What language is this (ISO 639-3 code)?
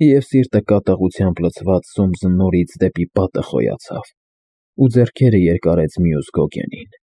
hye